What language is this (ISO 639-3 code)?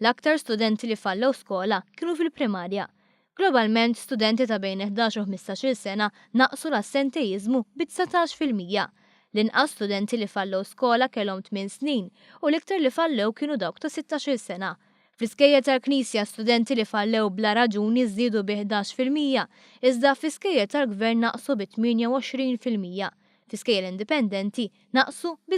mlt